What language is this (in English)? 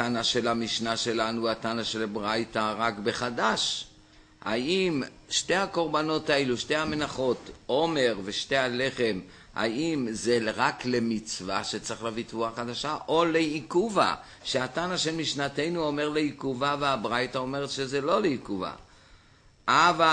Hebrew